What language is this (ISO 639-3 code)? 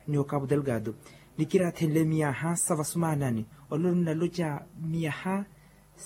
vmw